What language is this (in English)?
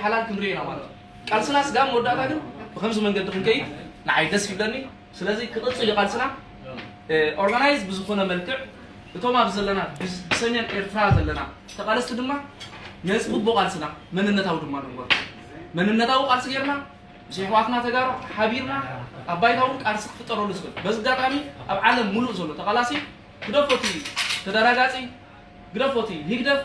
Tigrinya